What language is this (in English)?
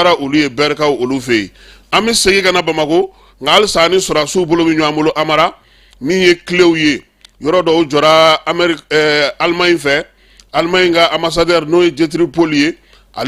Bambara